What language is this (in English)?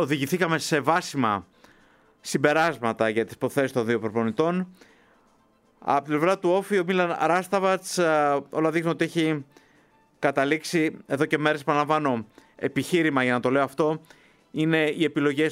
Greek